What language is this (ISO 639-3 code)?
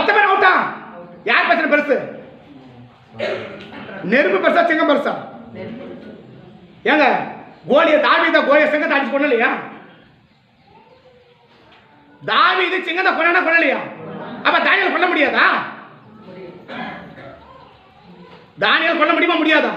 tam